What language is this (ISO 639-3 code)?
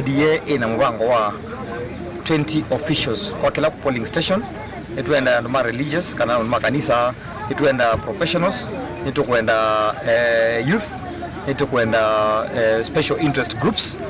kam